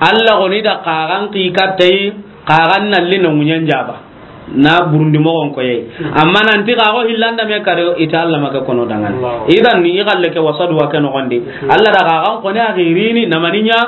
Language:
Soninke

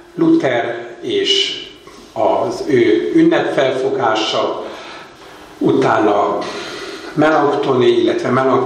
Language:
Hungarian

